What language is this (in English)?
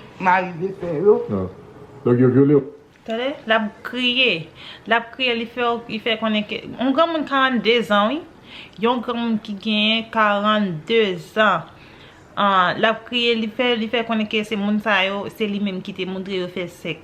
Haitian Creole